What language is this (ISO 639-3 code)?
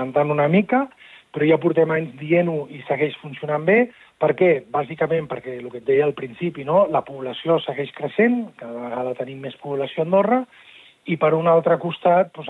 cat